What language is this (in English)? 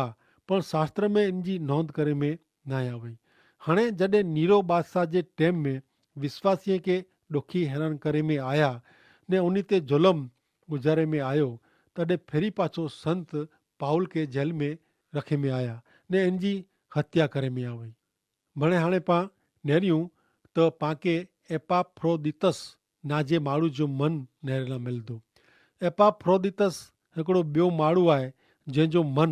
Kachhi